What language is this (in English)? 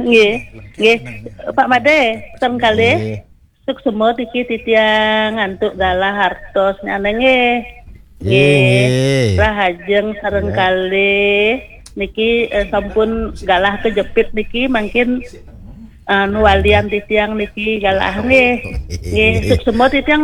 Balinese